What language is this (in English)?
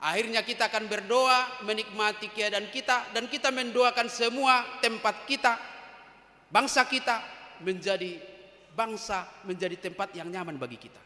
Batak Toba